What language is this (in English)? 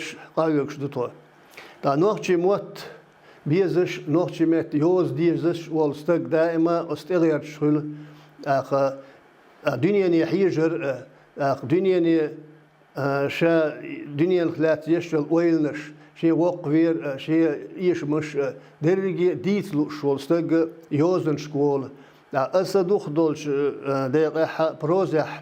Chechen